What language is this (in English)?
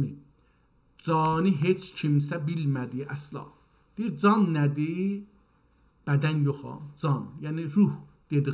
South Azerbaijani